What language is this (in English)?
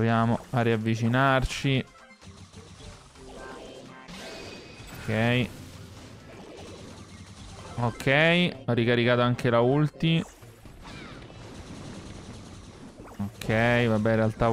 Italian